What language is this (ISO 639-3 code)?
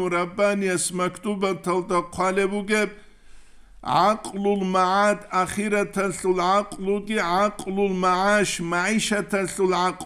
ava